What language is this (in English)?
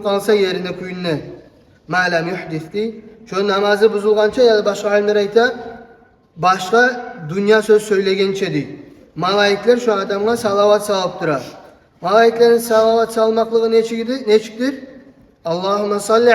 Kumyk